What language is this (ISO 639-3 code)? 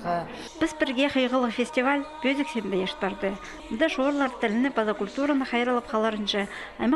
kjh